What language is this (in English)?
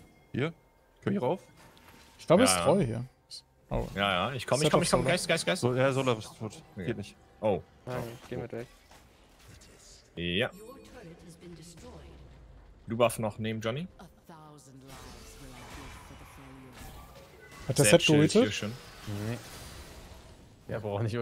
German